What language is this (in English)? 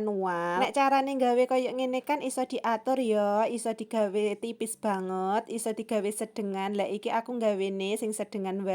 Javanese